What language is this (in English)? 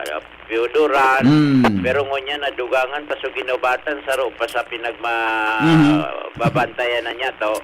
Bikol